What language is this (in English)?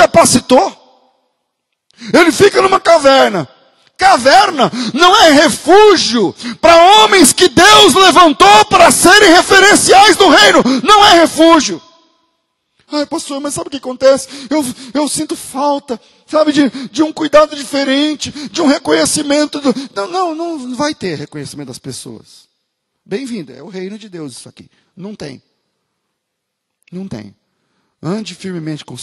Portuguese